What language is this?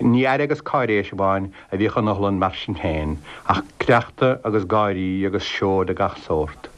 Irish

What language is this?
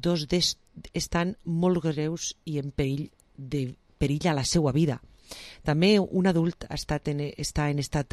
Catalan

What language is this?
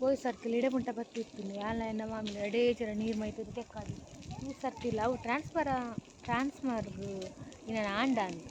Tulu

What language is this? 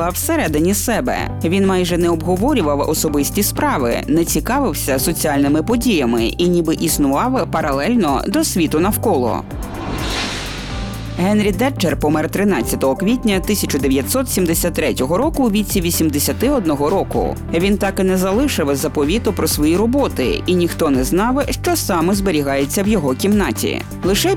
Ukrainian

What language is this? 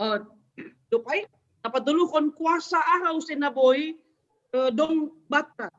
Batak Simalungun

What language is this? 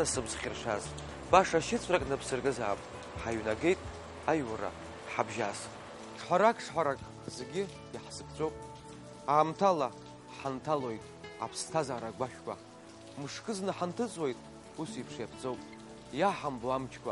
Abkhazian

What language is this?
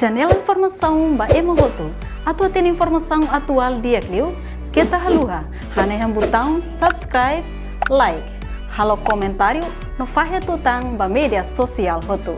Tetum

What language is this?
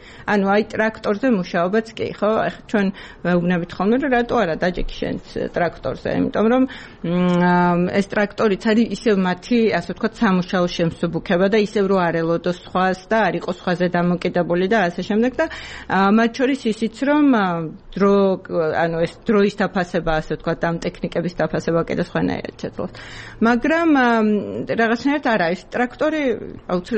Georgian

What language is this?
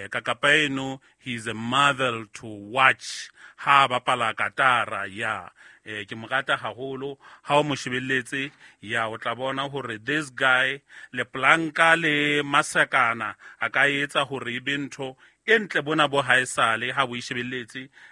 Southern Sotho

